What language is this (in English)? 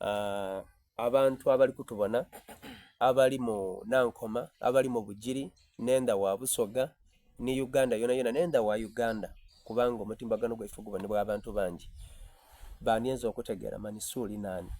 Soga